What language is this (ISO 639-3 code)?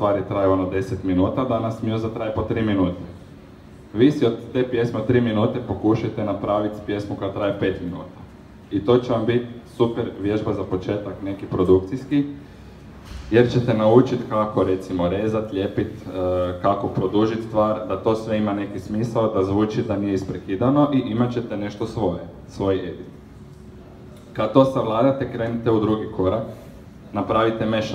hrv